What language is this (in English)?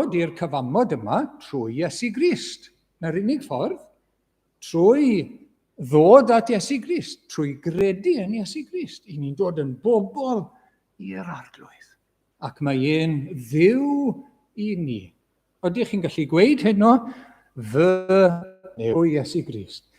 Welsh